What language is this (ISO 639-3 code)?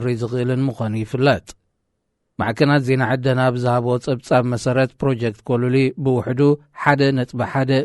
tir